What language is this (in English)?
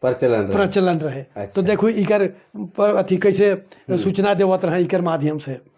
Sadri